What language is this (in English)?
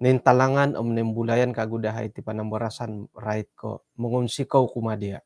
Central Dusun